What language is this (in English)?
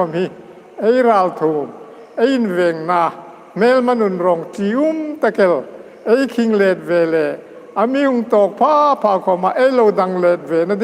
Hmar